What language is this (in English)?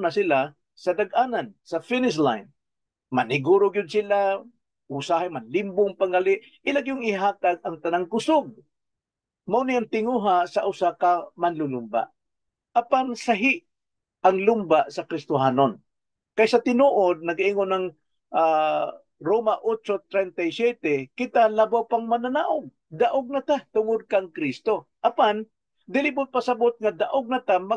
Cebuano